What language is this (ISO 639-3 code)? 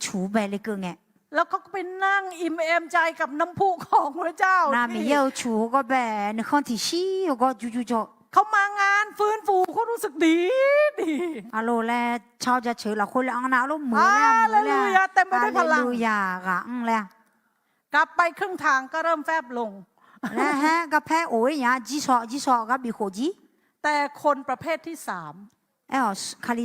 ahk